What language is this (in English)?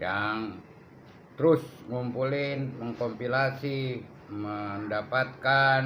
Betawi